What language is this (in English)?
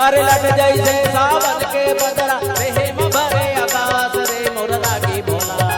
Chhattisgarhi